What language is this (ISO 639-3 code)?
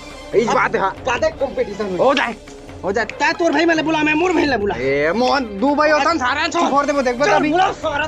hne